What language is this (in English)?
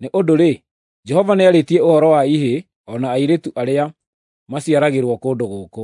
Kikuyu